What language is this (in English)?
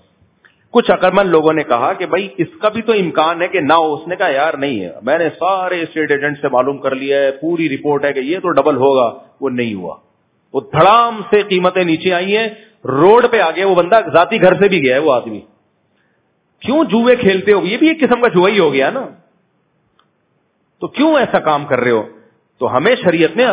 Urdu